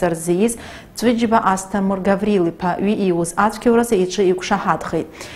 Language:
Abkhazian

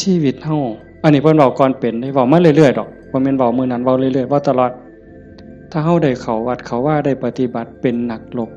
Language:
Northeastern Thai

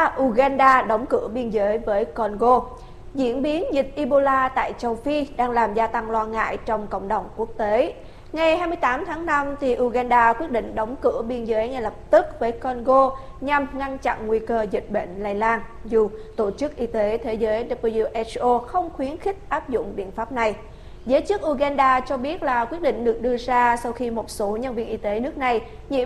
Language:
Vietnamese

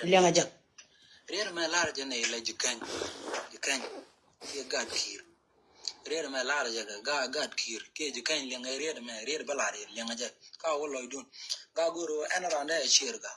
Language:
Nuer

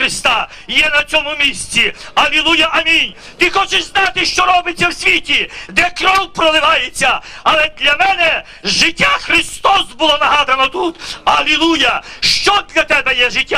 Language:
Ukrainian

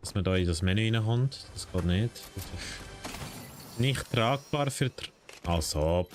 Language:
Swiss German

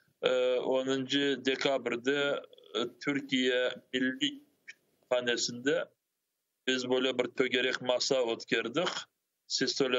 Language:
Crimean Tatar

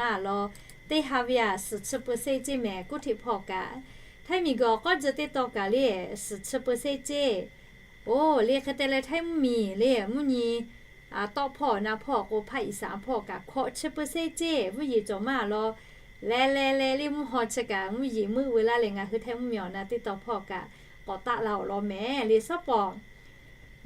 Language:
Lahu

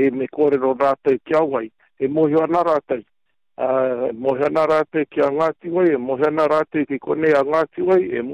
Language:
Māori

